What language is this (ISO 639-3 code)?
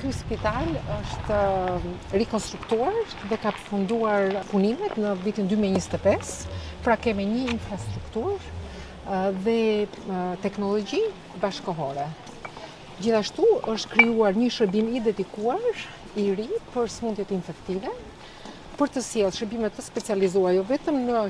sqi